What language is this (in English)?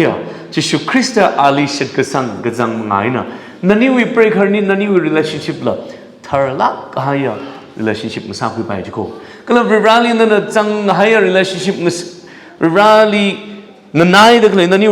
Tangkhul Naga (India)